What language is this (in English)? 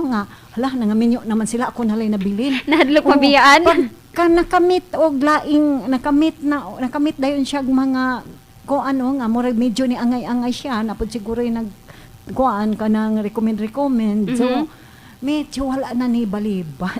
Cebuano